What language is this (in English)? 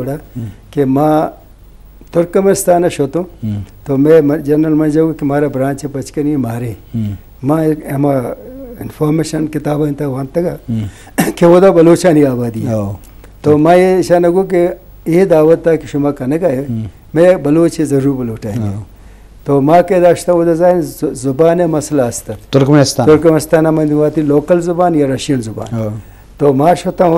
Baluchi